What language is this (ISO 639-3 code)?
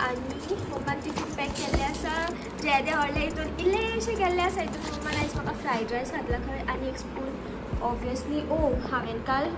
kok